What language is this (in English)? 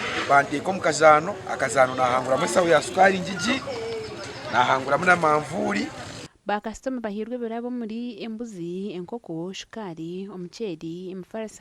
Nyankole